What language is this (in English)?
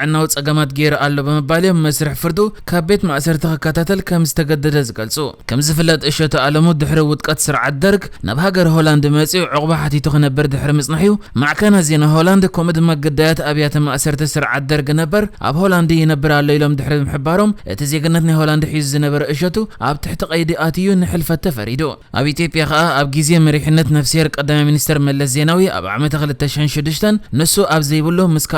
Tigrinya